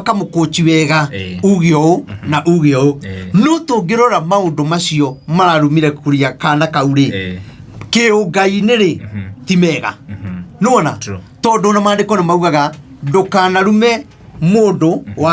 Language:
Kikuyu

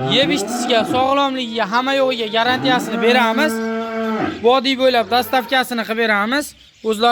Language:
Uzbek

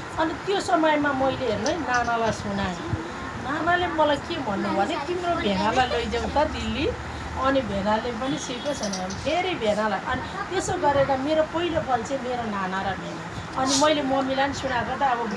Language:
Nepali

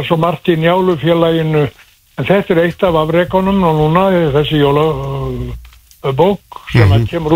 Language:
Icelandic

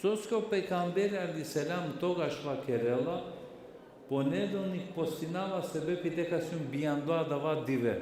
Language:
Balkan Romani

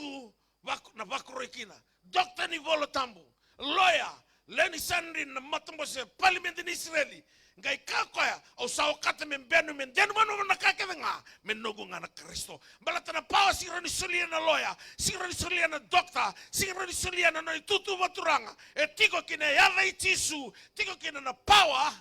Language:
Fijian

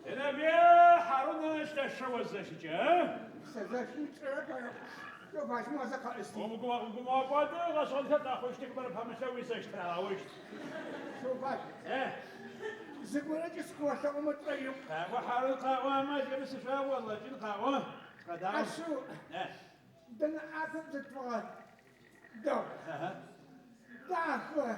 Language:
Adyghe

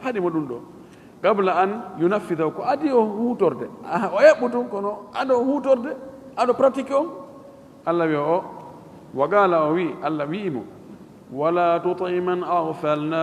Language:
Fula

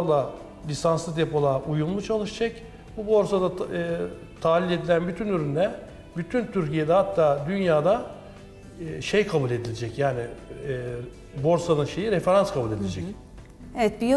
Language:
Turkish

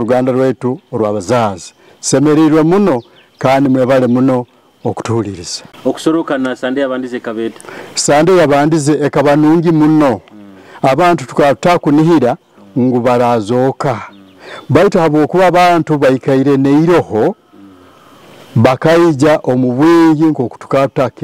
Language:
Nyoro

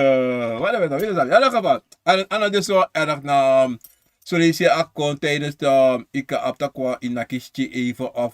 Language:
Sranan Tongo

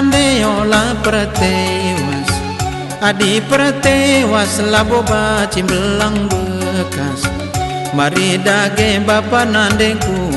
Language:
Batak Karo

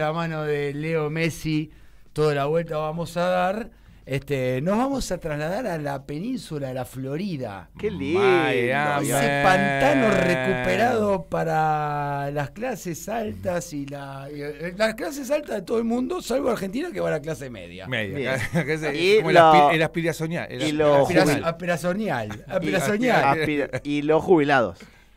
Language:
Spanish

